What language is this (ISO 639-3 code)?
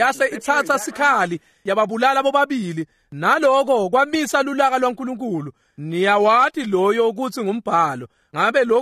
ssw